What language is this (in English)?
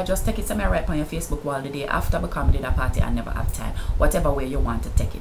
Jamaican Creole English